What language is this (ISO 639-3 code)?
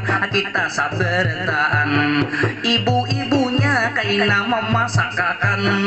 bjn